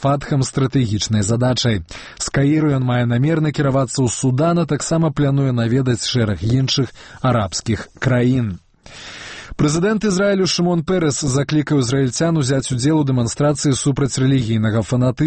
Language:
Belarusian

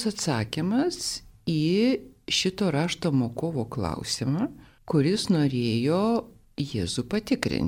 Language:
Lithuanian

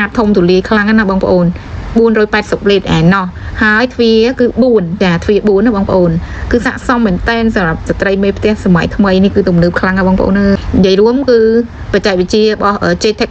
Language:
Khmer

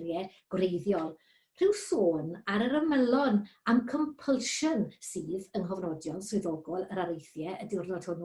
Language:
Welsh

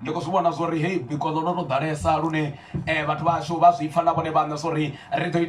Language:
Venda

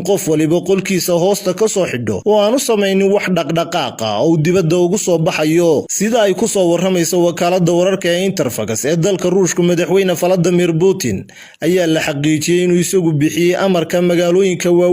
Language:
Somali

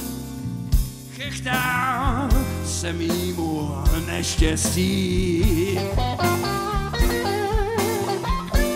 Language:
Czech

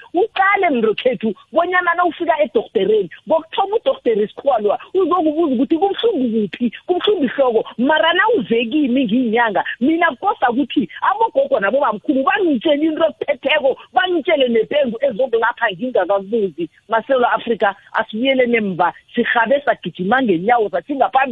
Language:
South Ndebele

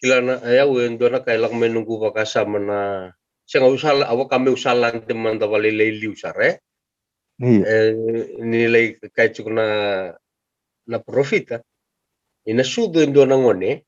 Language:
Fijian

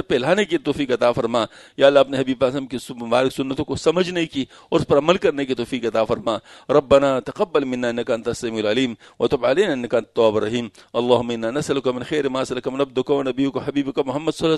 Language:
Urdu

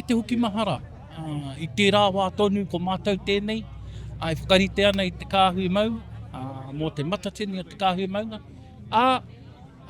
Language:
Māori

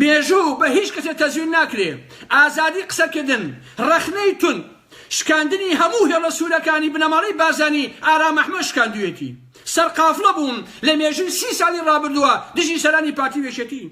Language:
Central Kurdish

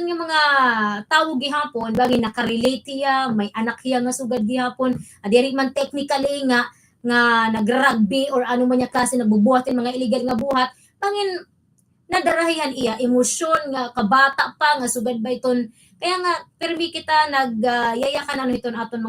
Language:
Waray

